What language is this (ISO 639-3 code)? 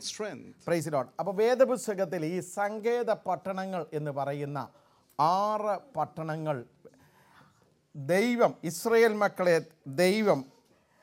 mal